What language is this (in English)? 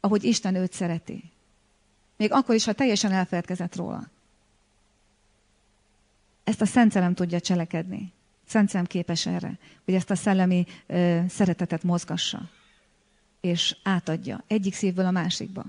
Hungarian